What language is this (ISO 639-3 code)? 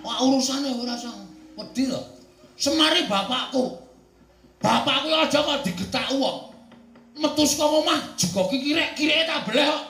jav